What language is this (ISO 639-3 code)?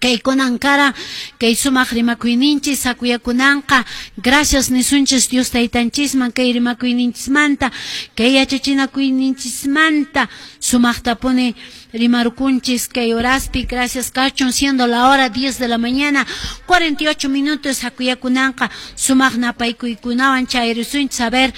que